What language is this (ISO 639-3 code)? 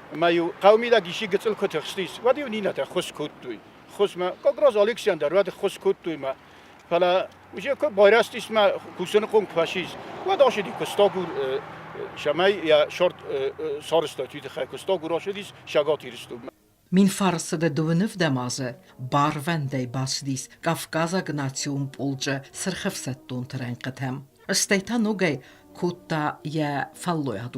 oss